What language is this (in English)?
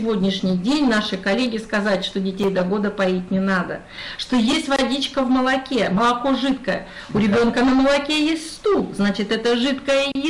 Russian